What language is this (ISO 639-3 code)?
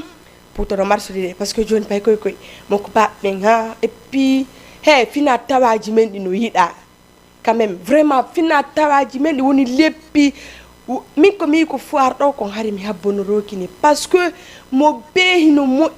ful